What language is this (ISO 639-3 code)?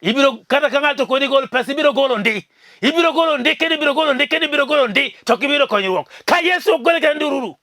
luo